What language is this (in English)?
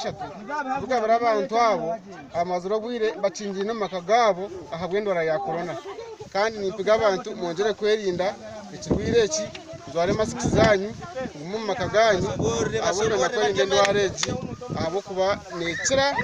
Nyankole